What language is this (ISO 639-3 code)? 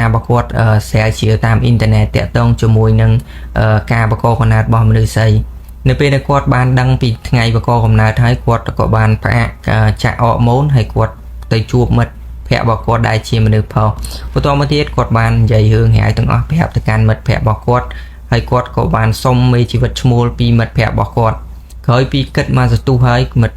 khm